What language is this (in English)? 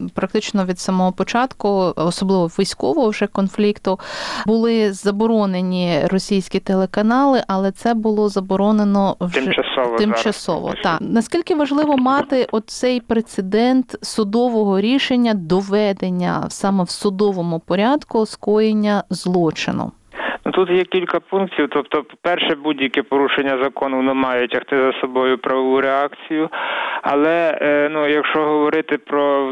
Ukrainian